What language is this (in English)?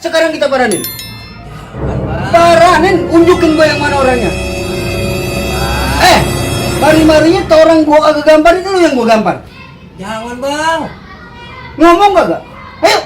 Betawi